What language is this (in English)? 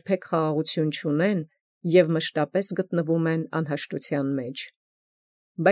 Armenian